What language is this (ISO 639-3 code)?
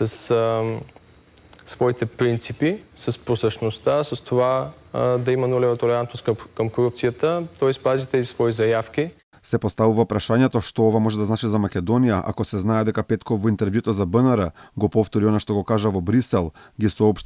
mkd